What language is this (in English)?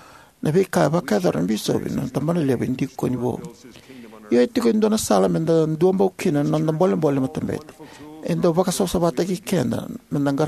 Fijian